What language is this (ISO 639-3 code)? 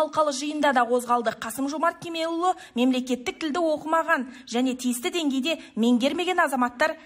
kaz